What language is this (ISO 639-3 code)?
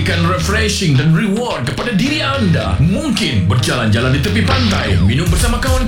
msa